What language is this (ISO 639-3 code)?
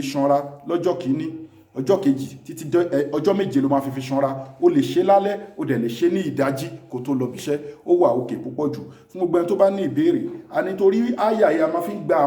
yor